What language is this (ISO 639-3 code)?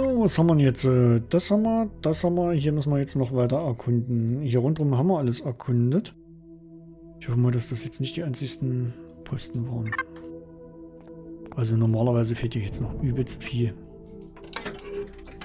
deu